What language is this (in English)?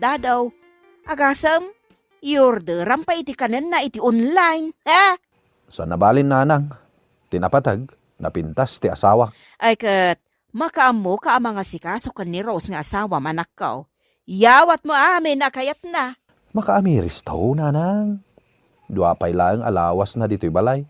Iloko